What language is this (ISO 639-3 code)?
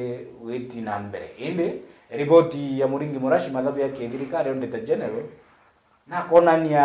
mer